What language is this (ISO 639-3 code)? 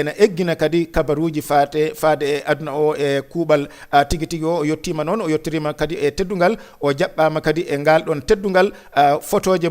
ful